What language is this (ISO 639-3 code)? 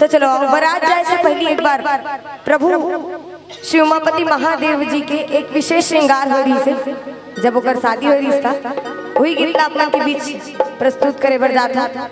hne